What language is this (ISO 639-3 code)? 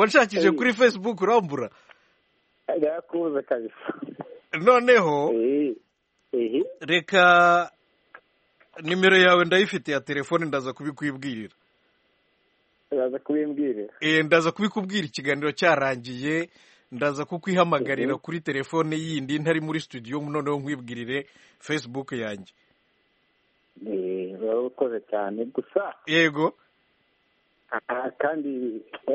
kin